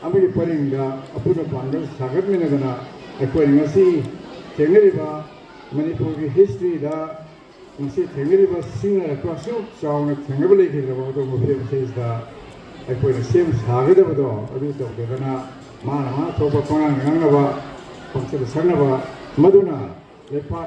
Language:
Manipuri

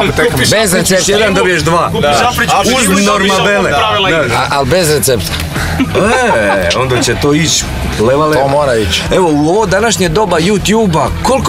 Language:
Croatian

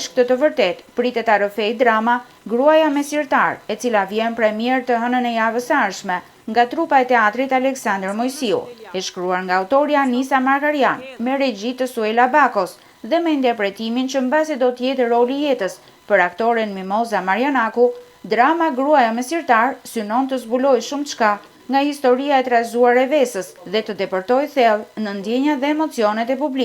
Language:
Albanian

